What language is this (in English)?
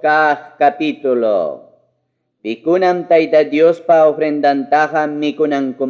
Ayacucho Quechua